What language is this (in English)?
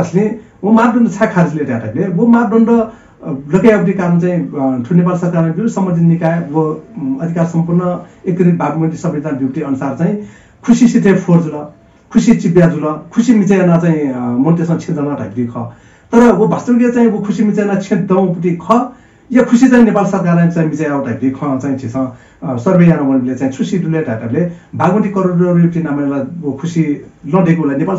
Newari